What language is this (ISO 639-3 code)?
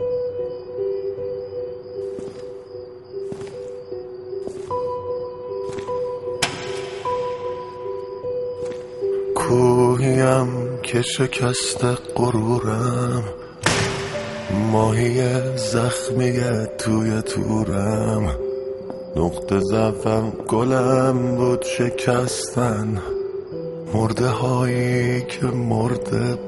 fas